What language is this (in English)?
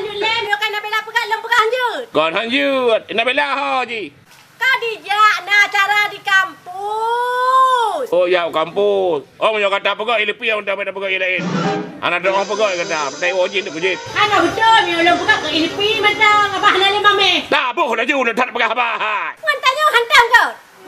Achinese